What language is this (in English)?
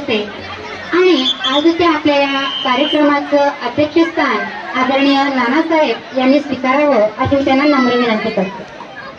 Marathi